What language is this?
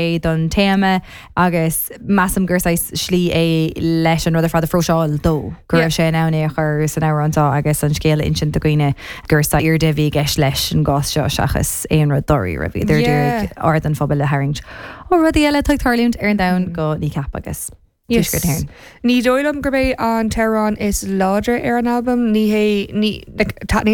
Irish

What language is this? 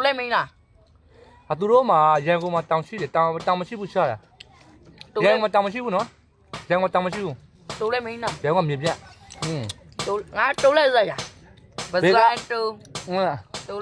Burmese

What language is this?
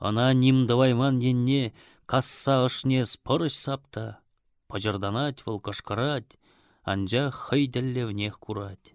Chuvash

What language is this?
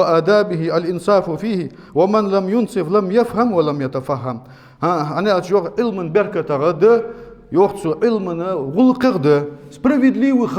Ingush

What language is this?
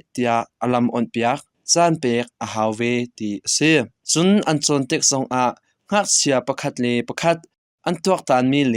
Hakha Chin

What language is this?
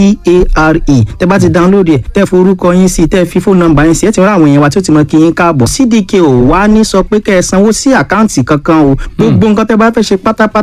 Yoruba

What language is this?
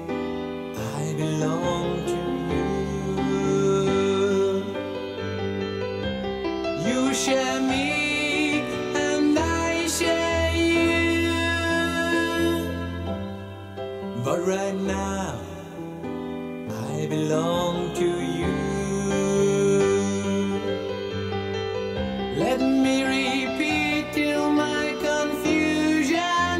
English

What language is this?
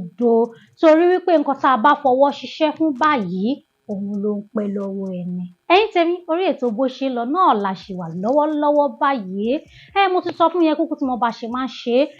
Yoruba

